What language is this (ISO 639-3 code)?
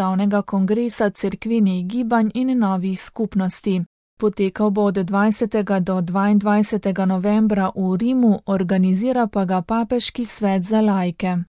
slv